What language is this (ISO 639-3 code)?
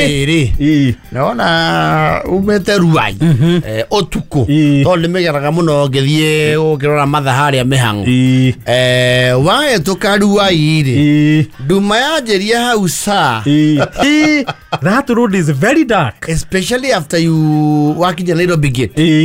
kik